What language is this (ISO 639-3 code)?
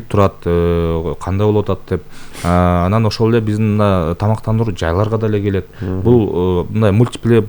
kir